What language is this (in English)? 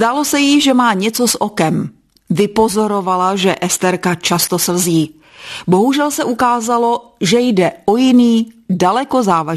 Czech